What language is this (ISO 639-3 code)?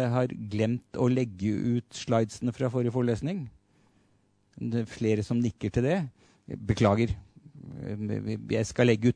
nor